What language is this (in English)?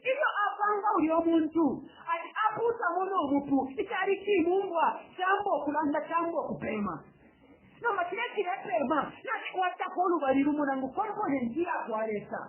Bemba